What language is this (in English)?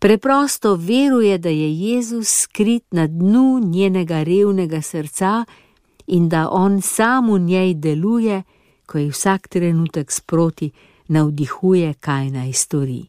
Slovenian